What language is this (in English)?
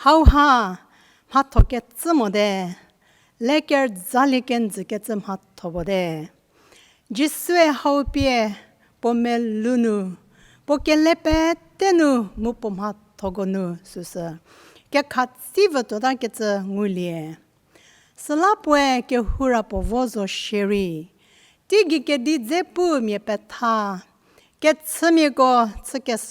Angami Naga